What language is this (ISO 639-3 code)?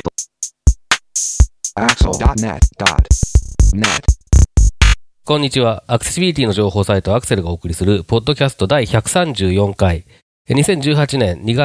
jpn